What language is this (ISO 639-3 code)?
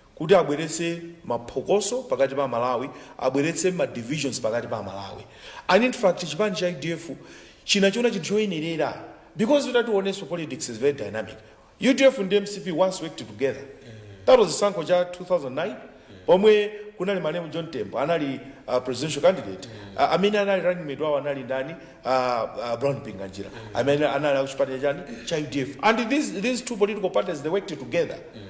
nya